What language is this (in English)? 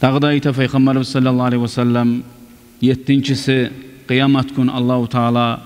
Kumyk